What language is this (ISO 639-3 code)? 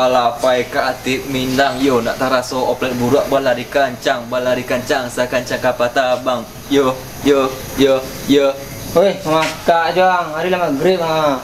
min